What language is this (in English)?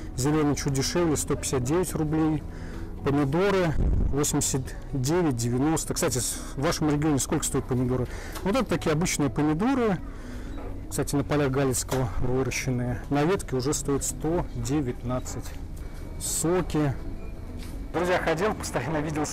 Russian